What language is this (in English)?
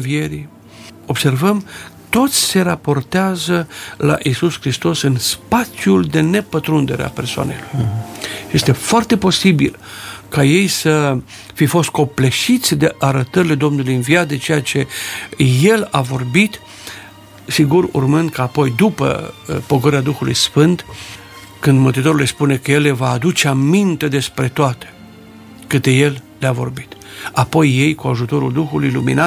Romanian